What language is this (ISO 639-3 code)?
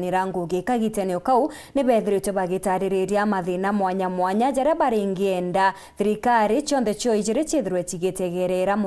mer